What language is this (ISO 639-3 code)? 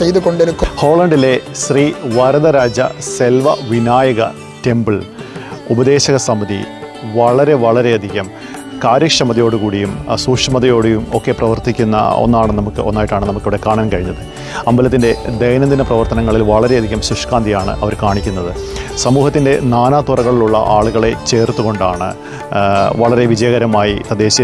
mal